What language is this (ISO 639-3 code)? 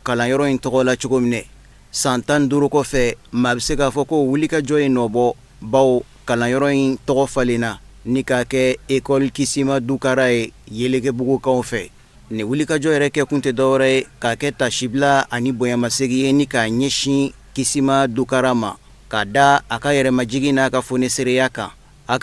bam